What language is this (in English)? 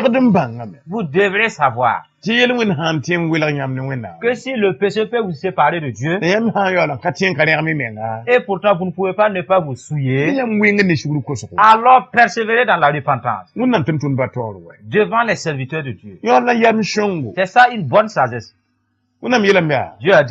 Mossi